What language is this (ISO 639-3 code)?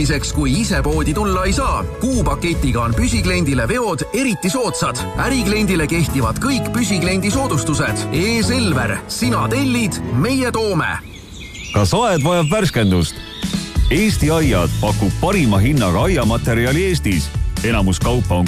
est